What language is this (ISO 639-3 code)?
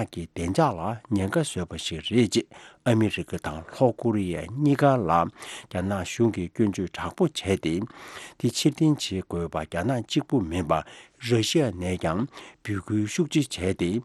bod